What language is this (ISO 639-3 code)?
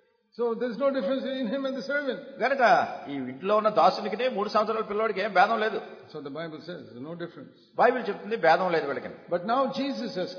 tel